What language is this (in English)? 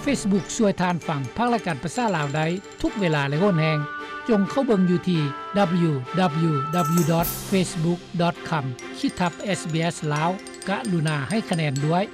Lao